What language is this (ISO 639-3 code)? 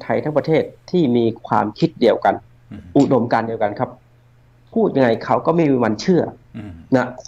tha